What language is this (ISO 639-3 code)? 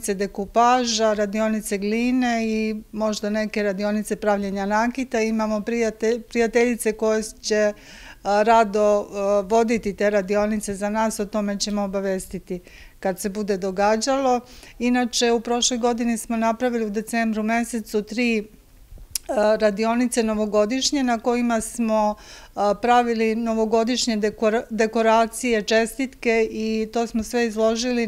srp